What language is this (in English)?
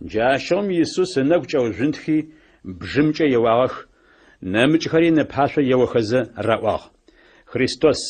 Adyghe